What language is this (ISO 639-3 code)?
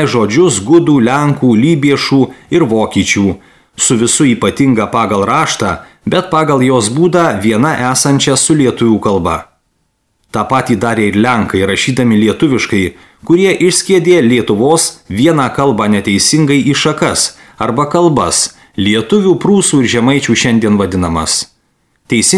lit